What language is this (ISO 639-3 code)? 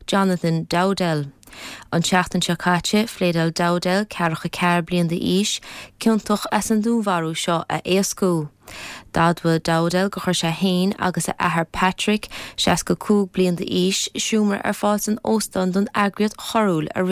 gle